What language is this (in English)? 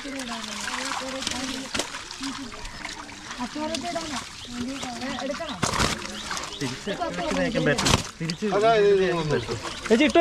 Malayalam